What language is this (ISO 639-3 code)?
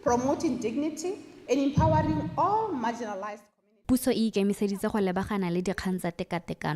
tsn